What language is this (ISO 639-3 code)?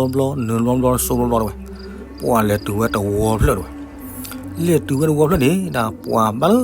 ksw